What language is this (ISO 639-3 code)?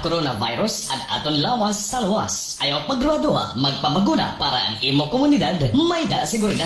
war